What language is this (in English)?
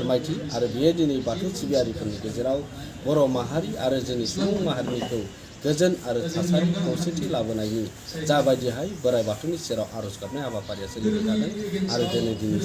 Bodo